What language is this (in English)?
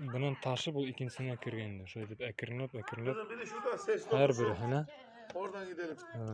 Bashkir